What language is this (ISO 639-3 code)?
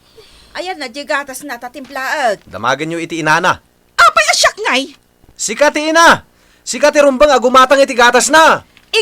ilo